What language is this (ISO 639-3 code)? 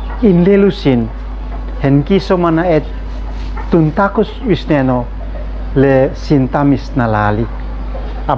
aoz